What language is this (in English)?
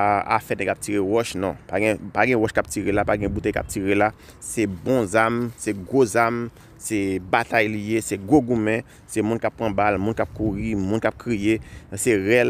Haitian Creole